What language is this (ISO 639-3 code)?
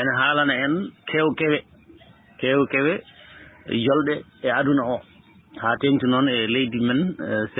ful